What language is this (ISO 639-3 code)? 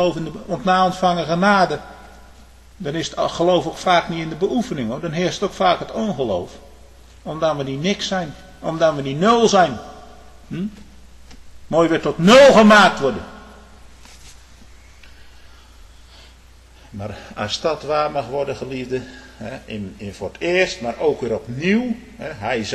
nld